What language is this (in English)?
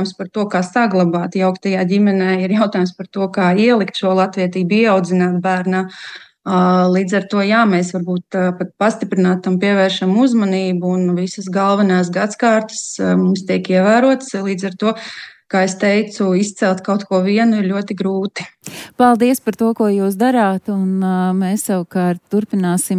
Latvian